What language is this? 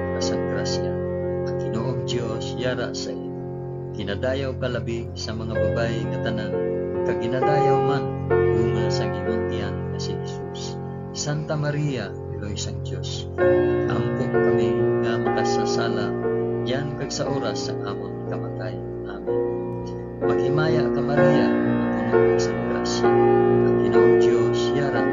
Hiligaynon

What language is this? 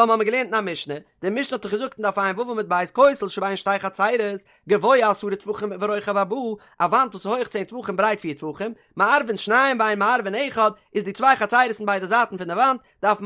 Yiddish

